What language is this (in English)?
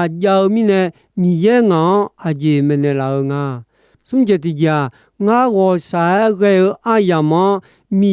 Akha